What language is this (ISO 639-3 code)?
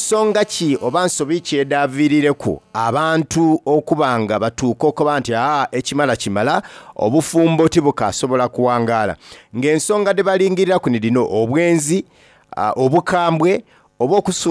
xog